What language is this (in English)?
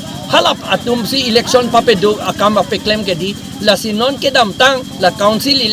Karbi